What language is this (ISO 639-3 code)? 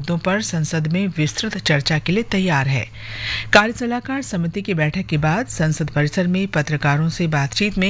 hin